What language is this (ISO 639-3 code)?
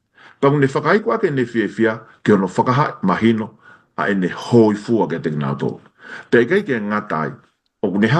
ton